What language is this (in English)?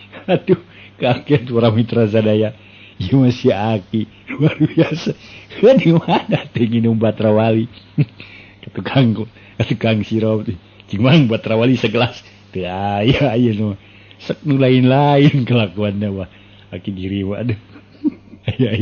Sundanese